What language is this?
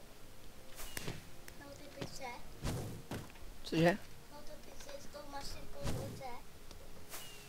Czech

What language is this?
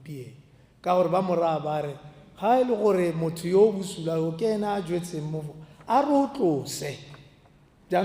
Tswana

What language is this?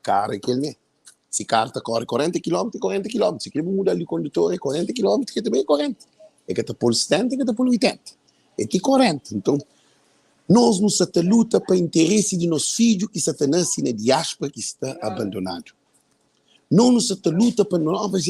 Kabuverdianu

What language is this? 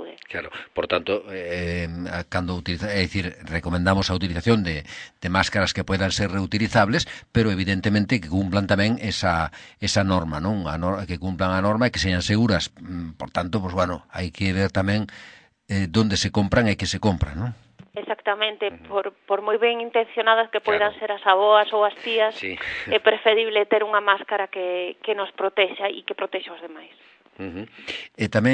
Galician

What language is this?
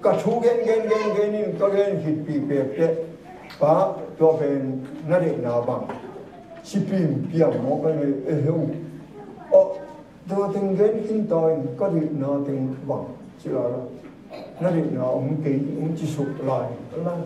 Tedim Chin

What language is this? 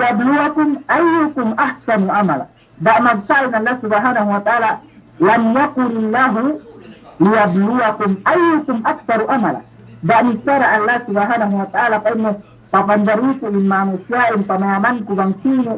Yakan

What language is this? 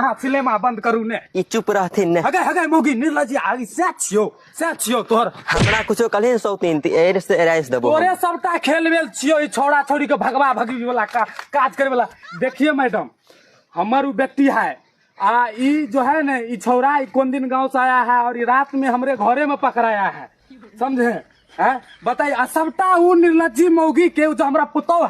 Maithili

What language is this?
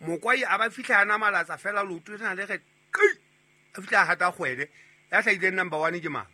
Southern Sotho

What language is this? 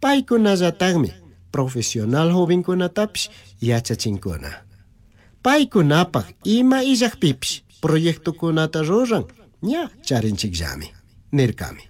Chimborazo Highland Quichua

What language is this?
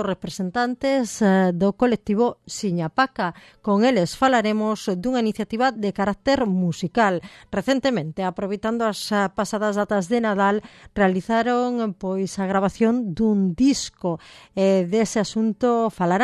Galician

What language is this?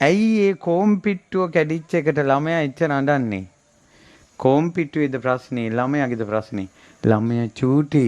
Sinhala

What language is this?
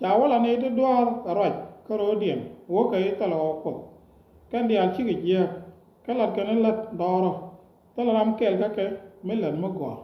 Nuer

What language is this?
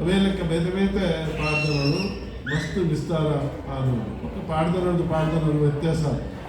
Tulu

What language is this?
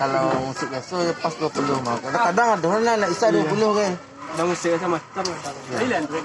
Minangkabau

